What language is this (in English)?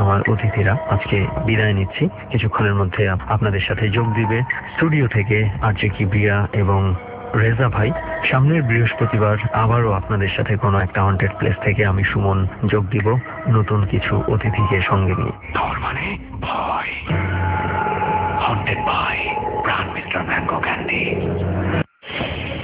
Bangla